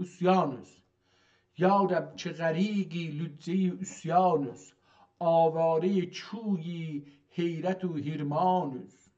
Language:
South Azerbaijani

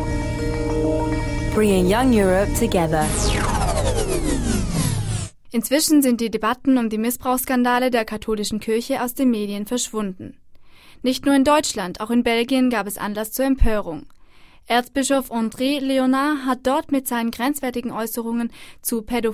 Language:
German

